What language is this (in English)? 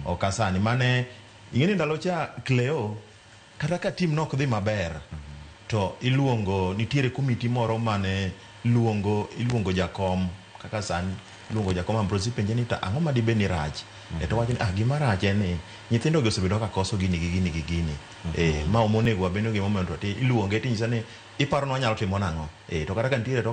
Luo (Kenya and Tanzania)